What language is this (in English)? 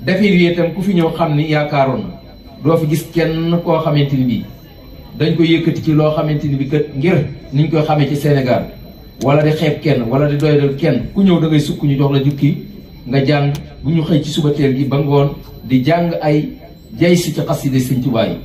Wolof